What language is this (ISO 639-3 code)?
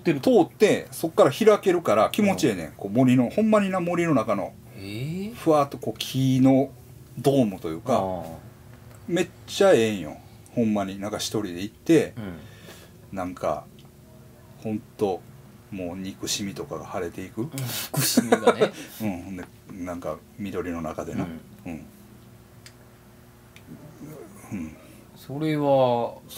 jpn